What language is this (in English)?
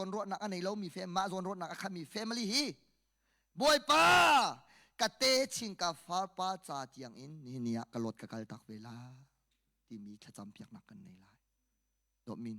Hakha Chin